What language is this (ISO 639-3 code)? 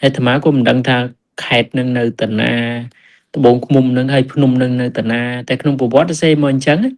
khm